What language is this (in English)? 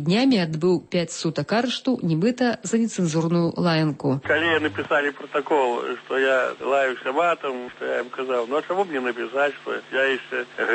Belarusian